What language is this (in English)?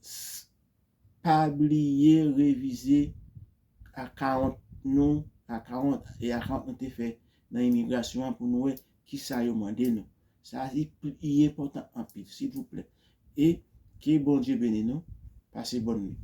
Haitian Creole